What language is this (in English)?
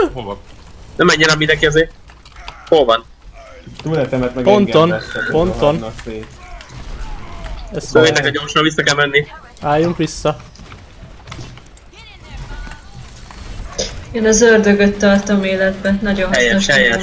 Hungarian